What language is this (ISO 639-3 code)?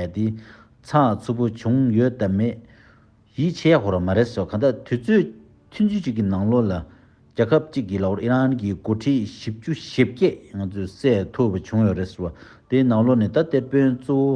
bod